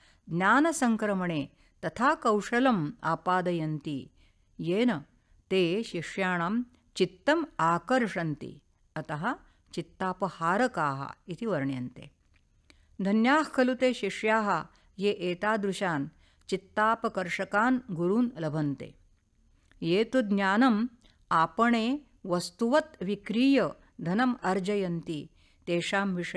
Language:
Sanskrit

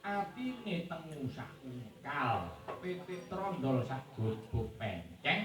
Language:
Javanese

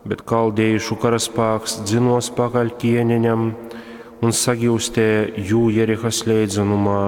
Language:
Latgalian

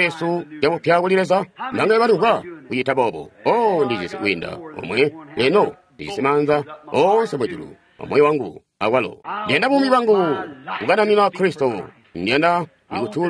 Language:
Tonga (Zambia)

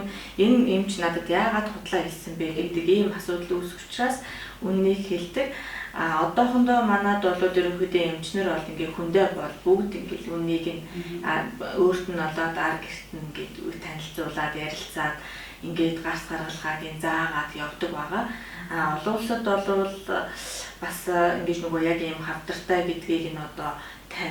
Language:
Mongolian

